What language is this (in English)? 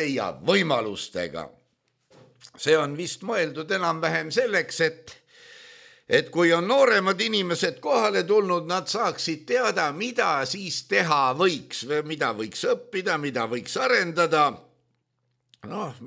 Estonian